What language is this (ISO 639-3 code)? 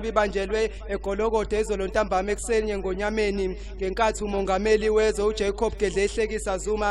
zul